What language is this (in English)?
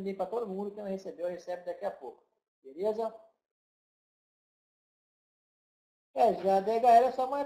Portuguese